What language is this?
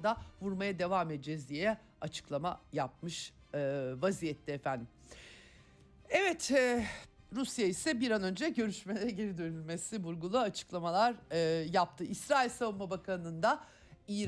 Turkish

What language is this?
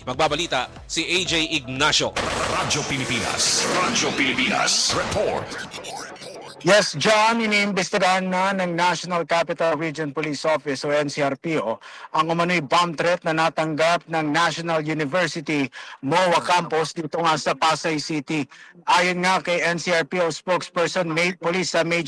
Filipino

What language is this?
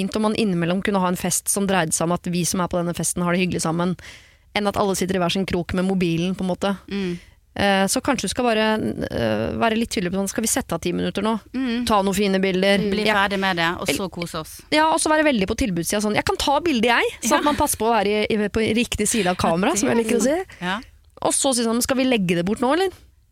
Norwegian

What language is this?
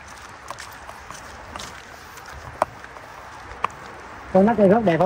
Vietnamese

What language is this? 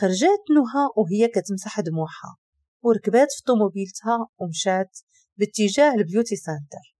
Moroccan Arabic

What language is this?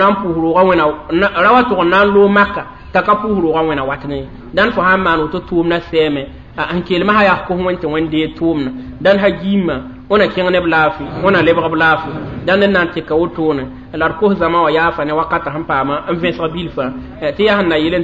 Mossi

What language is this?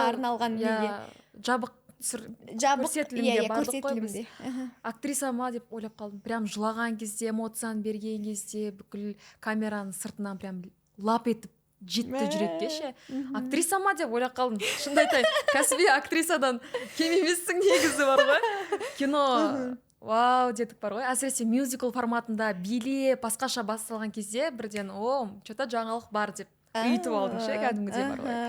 Kazakh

